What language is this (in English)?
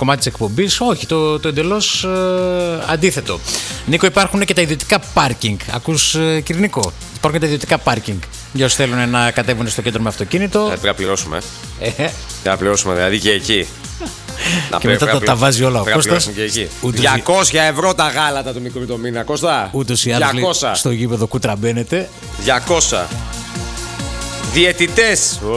Greek